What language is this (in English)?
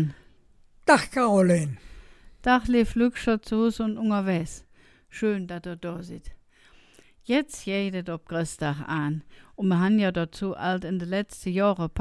Colognian